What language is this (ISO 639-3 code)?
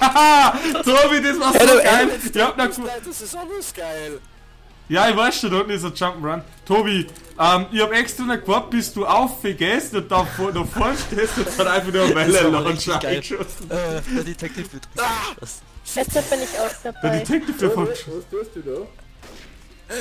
bar